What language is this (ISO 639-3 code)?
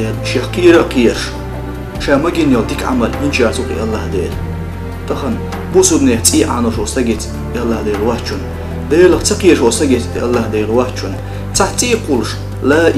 che